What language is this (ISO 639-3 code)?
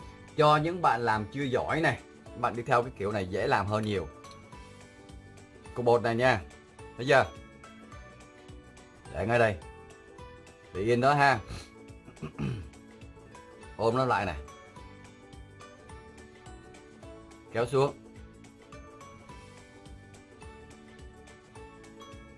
vie